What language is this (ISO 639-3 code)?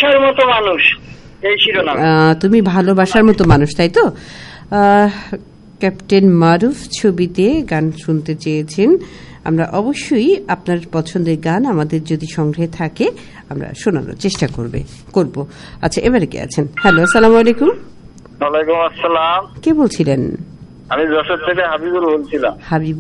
ben